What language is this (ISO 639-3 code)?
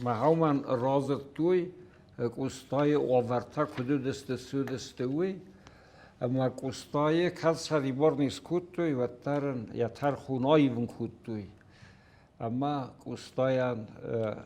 oss